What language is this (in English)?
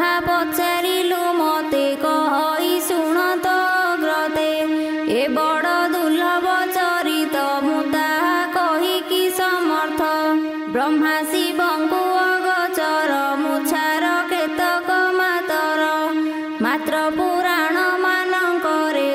Odia